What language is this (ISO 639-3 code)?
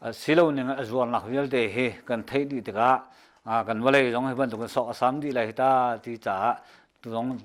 cnh